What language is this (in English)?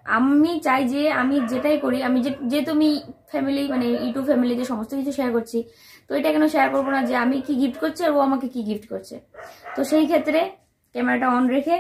Bangla